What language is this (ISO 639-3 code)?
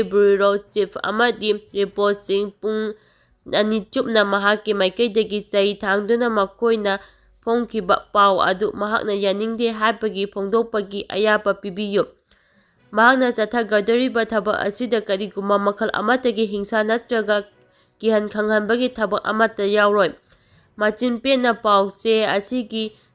mni